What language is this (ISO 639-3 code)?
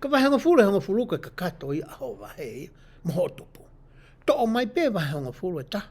ton